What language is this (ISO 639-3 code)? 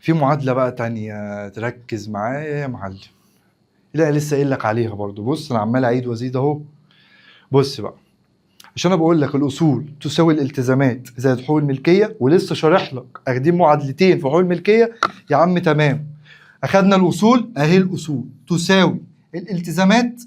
arz